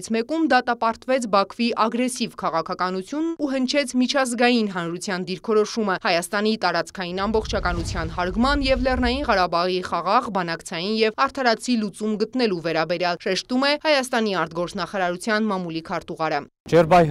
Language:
Armenian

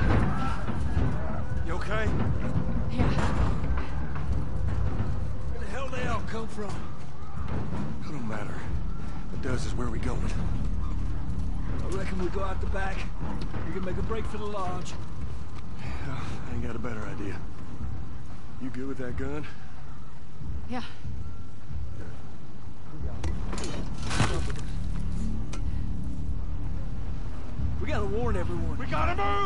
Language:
English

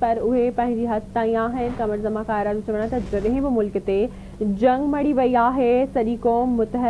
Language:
Sindhi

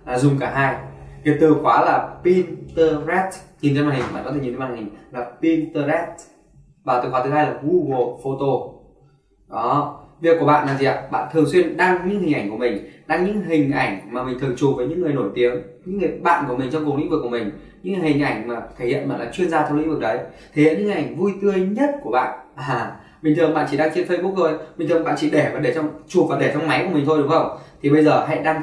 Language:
Vietnamese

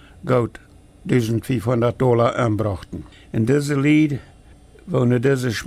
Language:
Plautdietsch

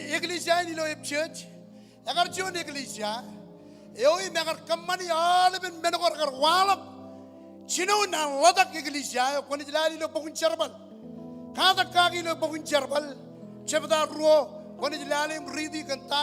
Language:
Marshallese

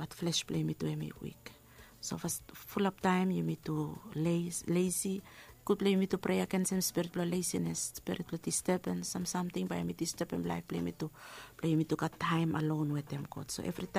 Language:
Bislama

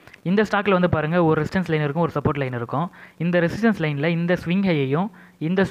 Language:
Tamil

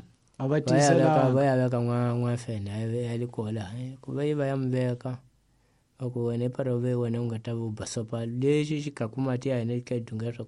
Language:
Tsonga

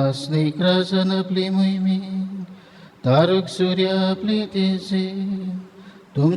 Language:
Konkani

